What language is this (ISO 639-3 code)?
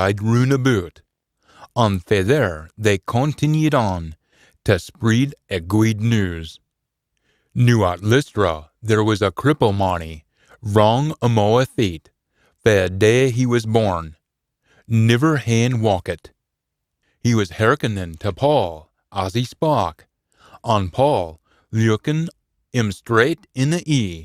sco